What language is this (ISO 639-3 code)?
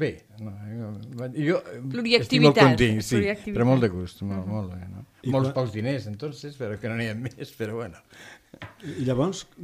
cat